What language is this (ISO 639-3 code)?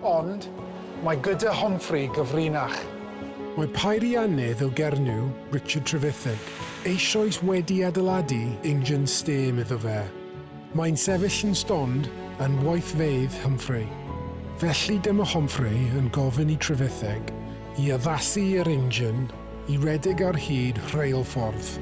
cym